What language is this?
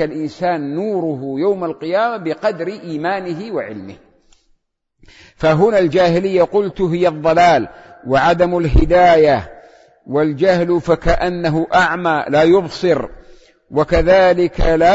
Arabic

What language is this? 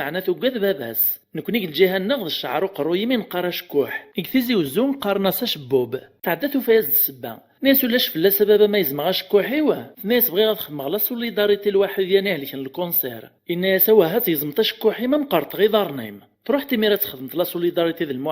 Kabyle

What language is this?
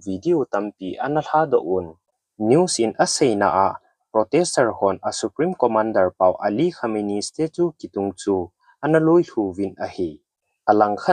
Thado Chin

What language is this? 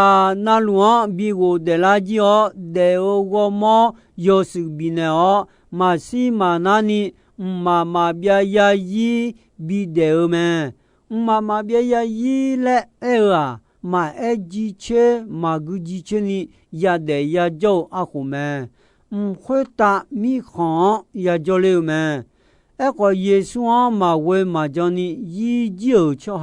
Akha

